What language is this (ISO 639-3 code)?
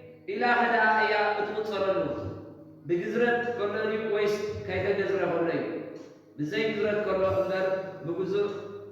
tir